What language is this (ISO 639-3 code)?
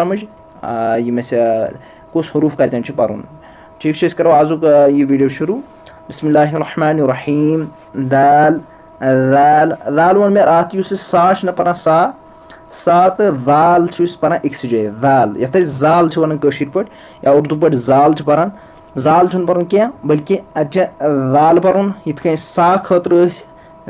kas